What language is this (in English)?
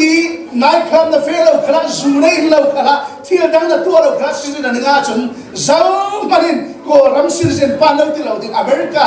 Hakha Chin